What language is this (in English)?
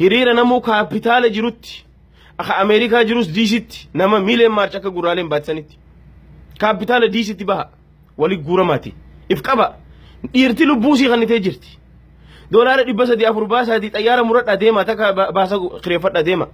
Oromo